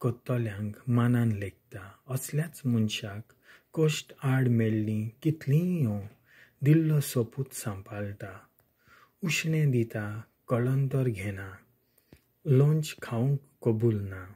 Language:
Konkani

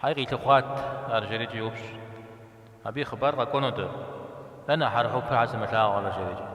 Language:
Kabardian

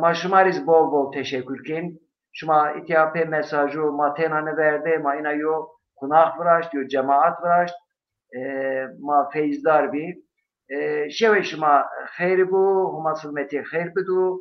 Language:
Zaza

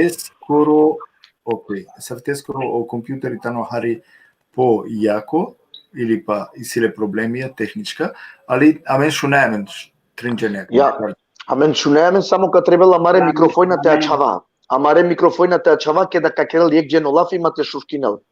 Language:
Balkan Romani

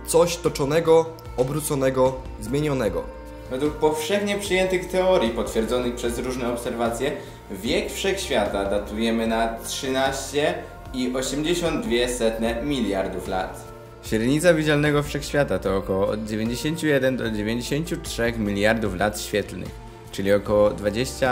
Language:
Polish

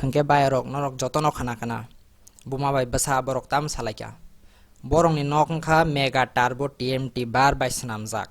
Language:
Kok Borok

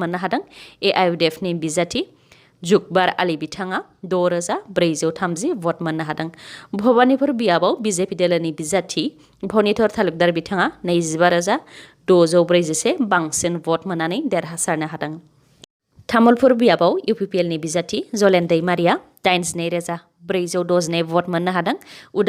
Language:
Bodo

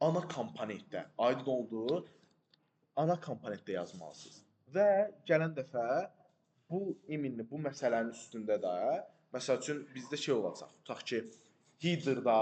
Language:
Azerbaijani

